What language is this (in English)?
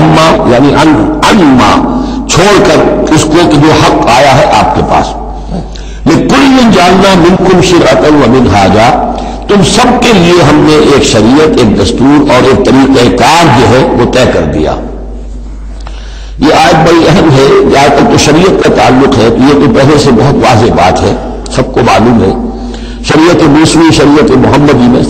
Urdu